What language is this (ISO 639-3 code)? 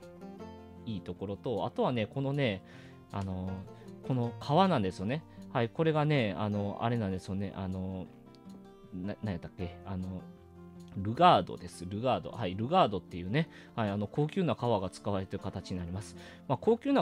jpn